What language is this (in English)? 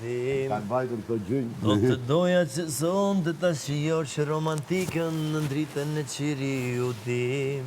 Albanian